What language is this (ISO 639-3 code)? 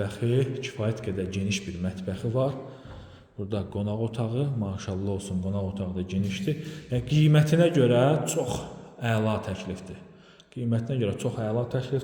aze